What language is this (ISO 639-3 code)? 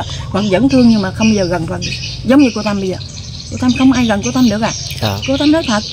vie